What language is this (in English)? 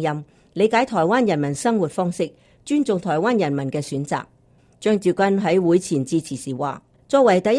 Cantonese